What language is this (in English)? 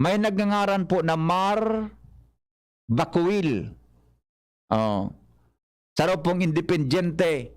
Bikol